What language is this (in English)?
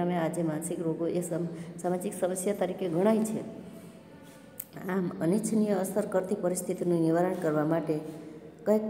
Gujarati